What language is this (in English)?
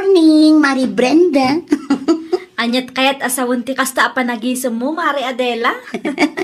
Iloko